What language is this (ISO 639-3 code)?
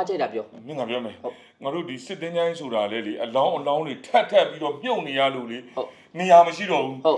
mya